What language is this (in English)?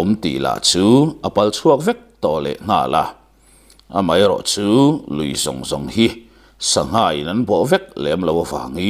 Mizo